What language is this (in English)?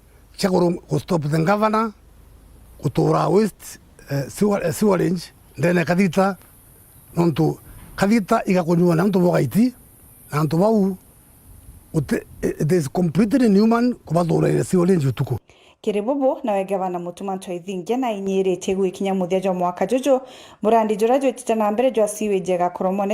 Meru